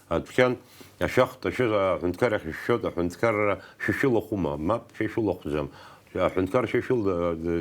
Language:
Abkhazian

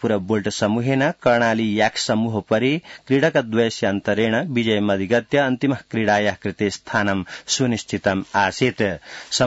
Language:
Sanskrit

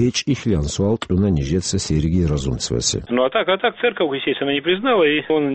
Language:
Avaric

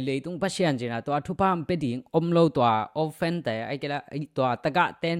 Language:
Tedim Chin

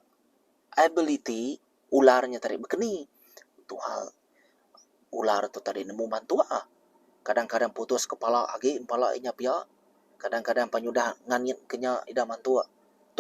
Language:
Iban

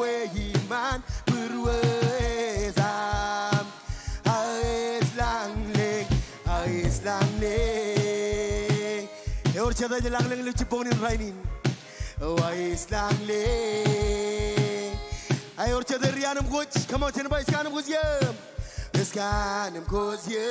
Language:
Marshallese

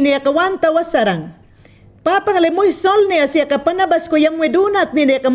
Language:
Mayangna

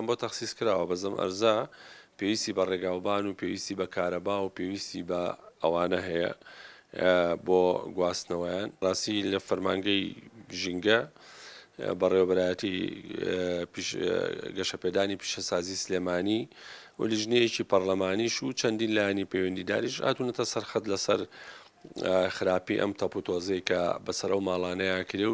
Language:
Central Kurdish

